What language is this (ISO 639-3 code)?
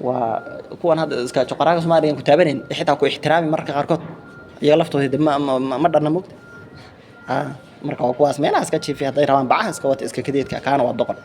som